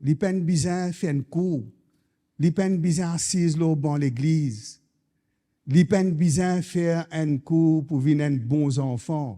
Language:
Morisyen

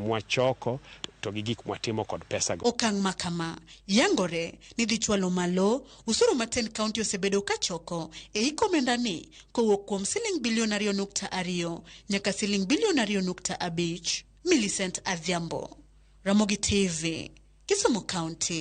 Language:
Luo (Kenya and Tanzania)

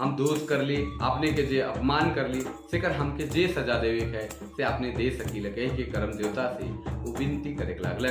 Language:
Sadri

